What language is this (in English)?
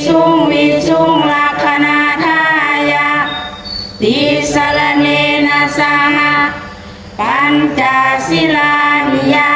Pali